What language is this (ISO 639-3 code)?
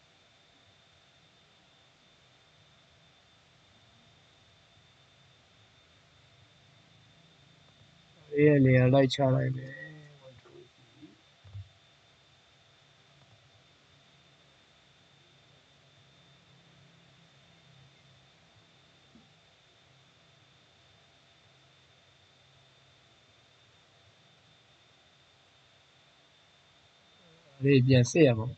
mya